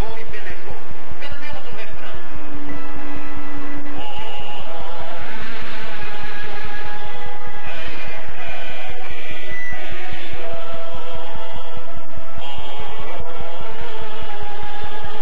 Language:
Portuguese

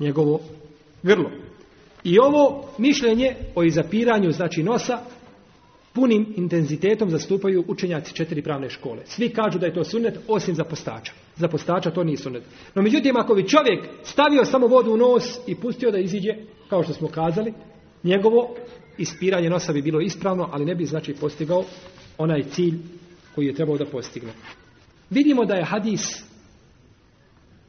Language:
Bosnian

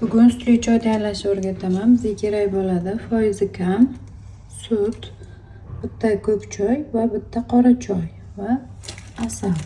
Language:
Uzbek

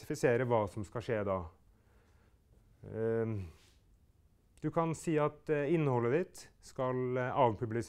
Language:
Norwegian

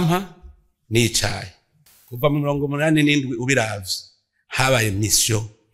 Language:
Rundi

